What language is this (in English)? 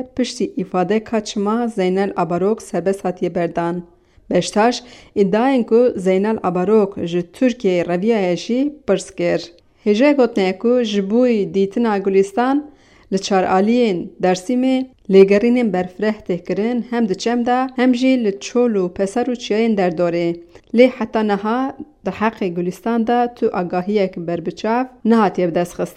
Kurdish